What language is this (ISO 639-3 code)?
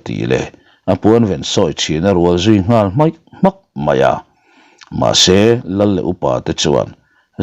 lus